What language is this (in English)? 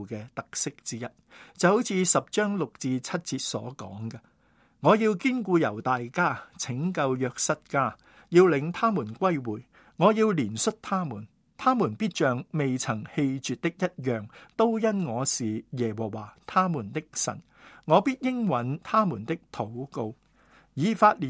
Cantonese